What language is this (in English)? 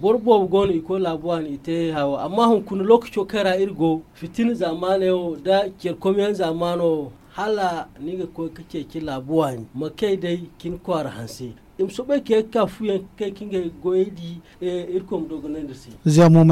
Zarma